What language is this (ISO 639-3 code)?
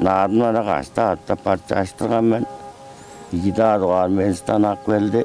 tyv